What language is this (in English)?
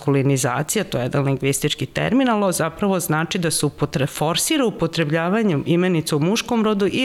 Serbian